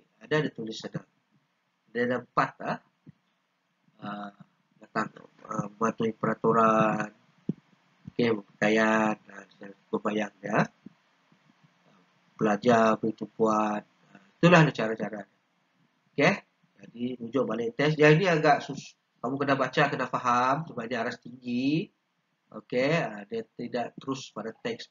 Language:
Malay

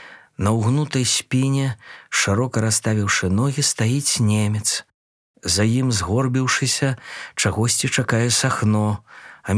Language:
Belarusian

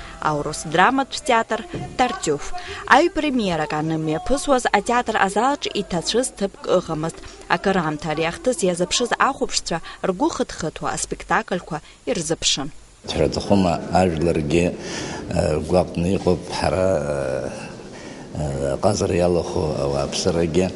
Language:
Abkhazian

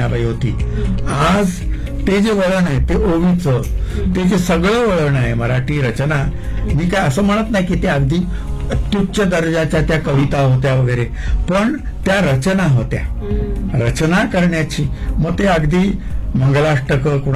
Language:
Marathi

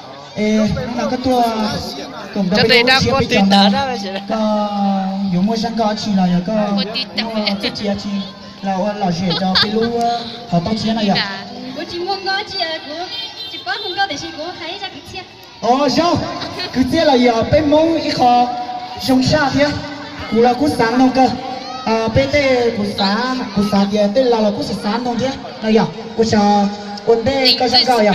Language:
Hmong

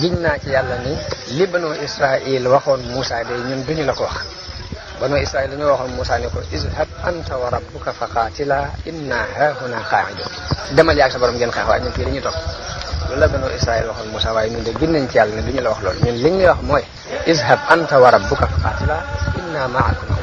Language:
Wolof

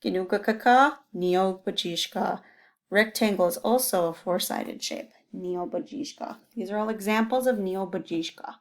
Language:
Chippewa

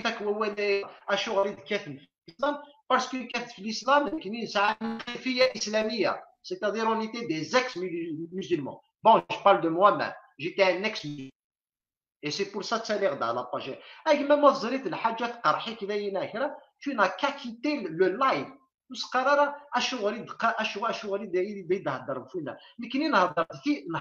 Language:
Kabyle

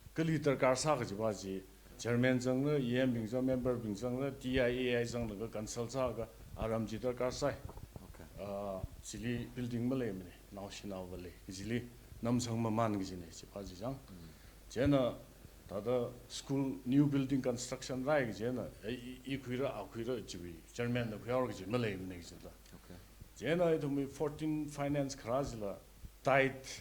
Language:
Tangkhul Naga (India)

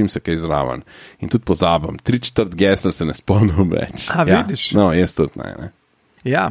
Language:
Slovenian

